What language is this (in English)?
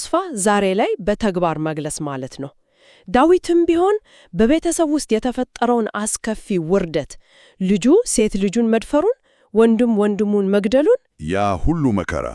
Amharic